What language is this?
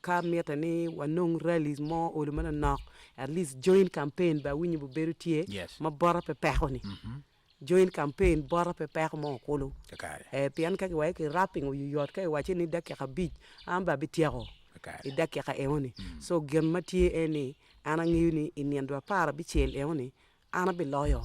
Acoli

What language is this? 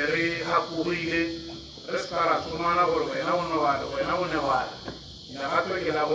Tswana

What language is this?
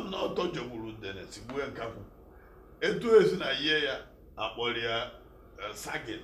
Igbo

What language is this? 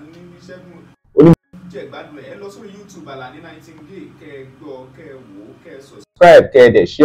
Yoruba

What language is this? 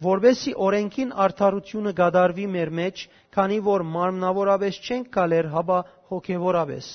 Western Armenian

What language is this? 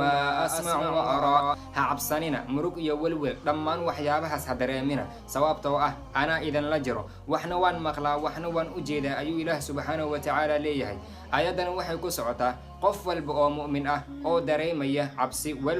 Somali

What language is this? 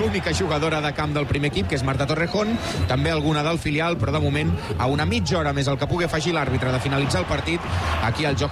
Catalan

